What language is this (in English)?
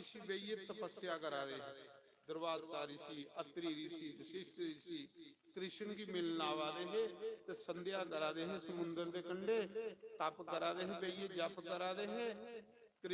Dogri